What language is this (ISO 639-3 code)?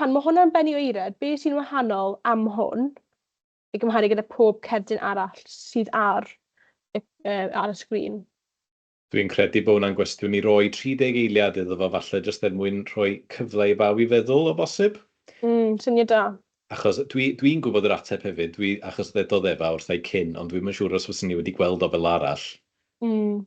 cym